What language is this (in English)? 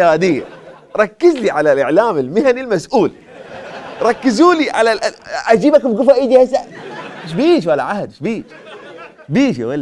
Mesopotamian Arabic